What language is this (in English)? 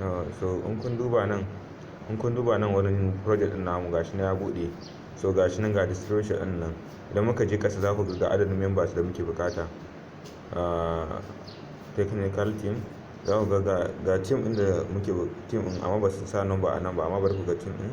Hausa